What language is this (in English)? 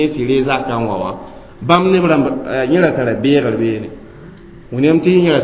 Mossi